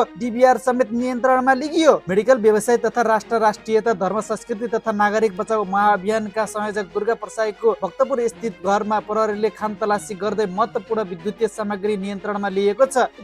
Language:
Nepali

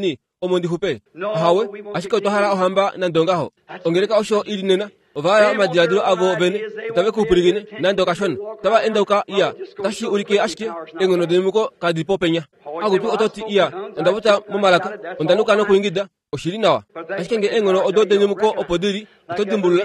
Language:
Kuanyama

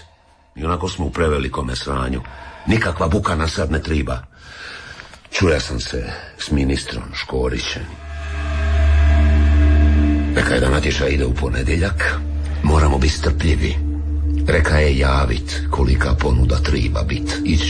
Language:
Croatian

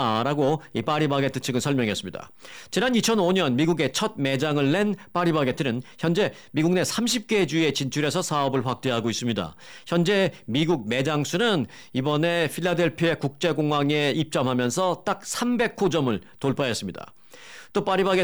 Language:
Korean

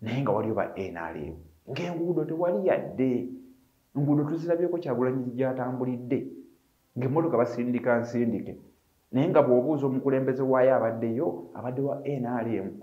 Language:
Ganda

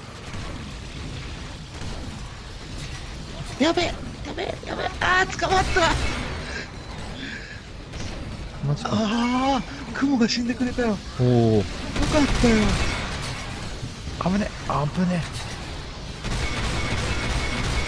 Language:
Japanese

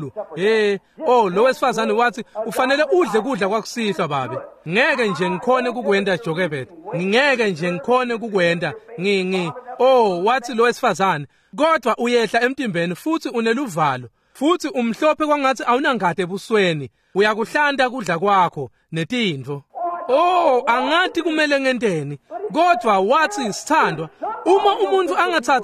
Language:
Swati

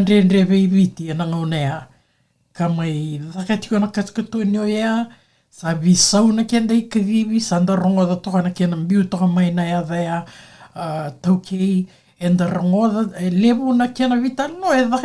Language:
Fijian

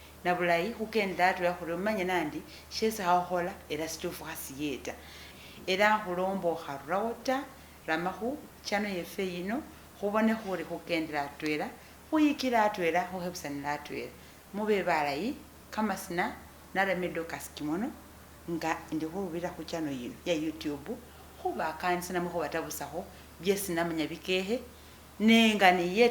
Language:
Masaaba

